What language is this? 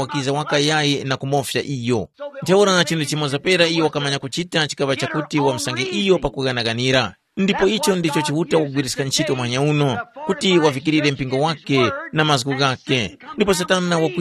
Tumbuka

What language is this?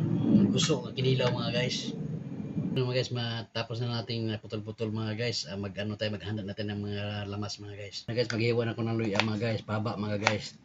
Cebuano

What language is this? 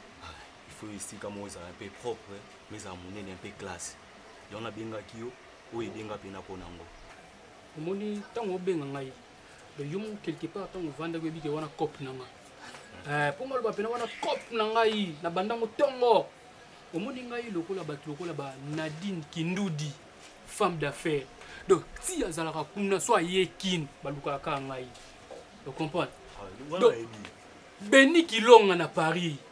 Lingala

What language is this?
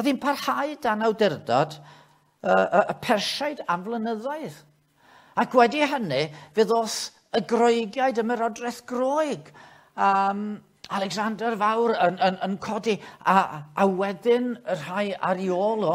Welsh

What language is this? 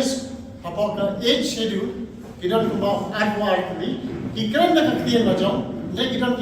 Khasi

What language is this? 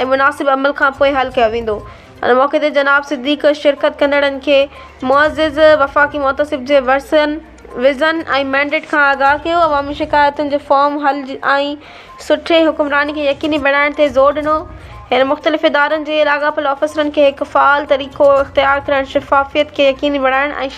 Sindhi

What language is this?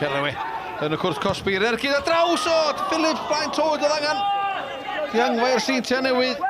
Welsh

